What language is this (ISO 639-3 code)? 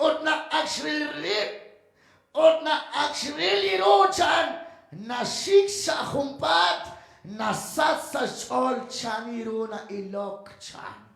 kek